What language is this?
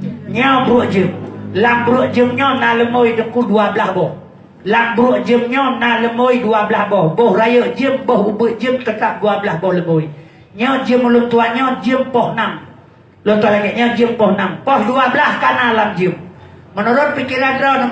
Achinese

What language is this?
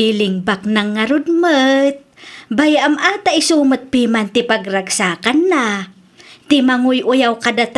Iloko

